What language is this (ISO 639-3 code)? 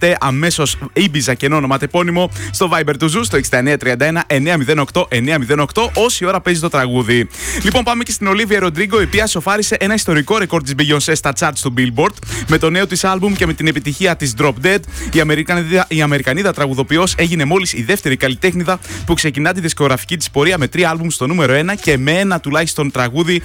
ell